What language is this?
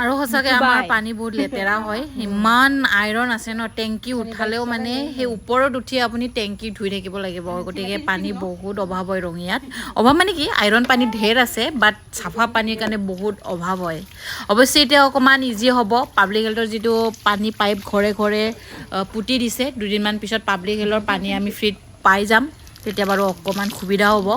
Assamese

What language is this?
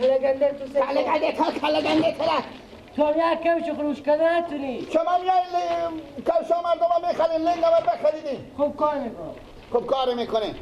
Persian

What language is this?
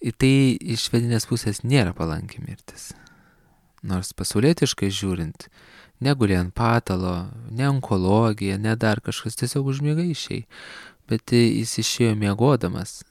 Lithuanian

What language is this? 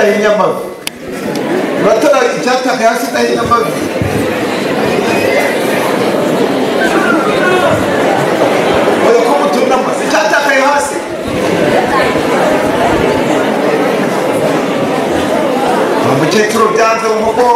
Kinyarwanda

